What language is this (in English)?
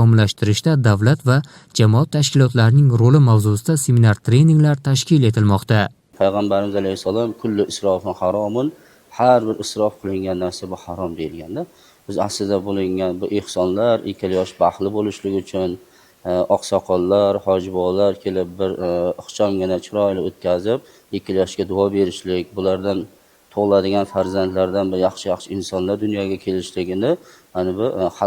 Uzbek